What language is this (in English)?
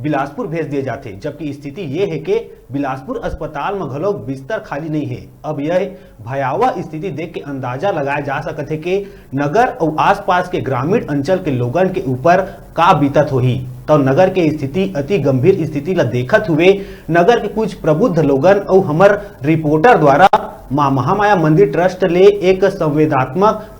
Chhattisgarhi